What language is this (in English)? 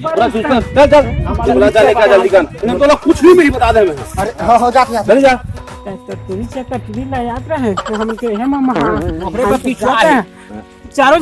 Chhattisgarhi